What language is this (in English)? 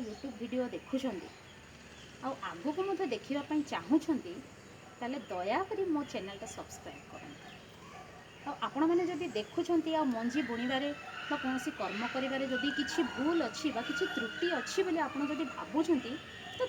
Odia